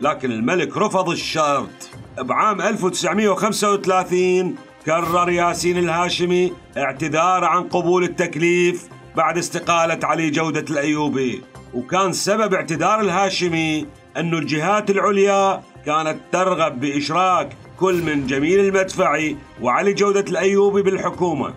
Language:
Mesopotamian Arabic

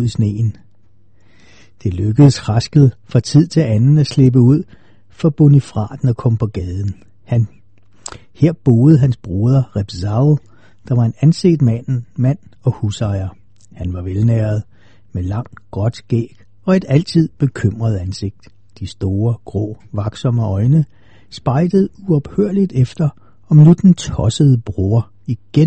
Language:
Danish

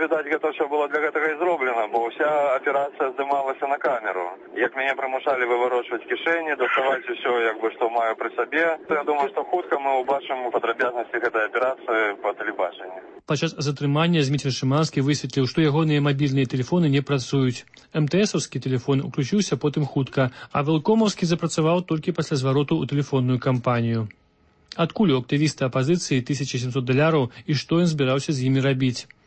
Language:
Belarusian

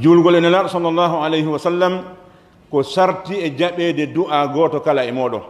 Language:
Pular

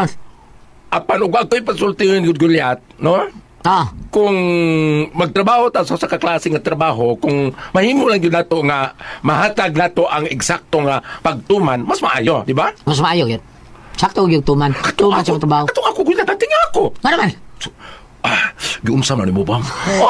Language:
Cebuano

